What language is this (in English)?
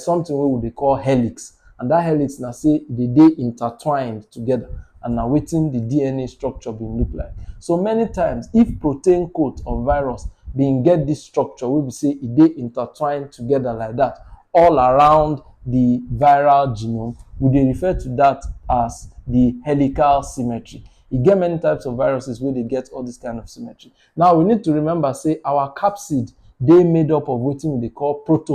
Nigerian Pidgin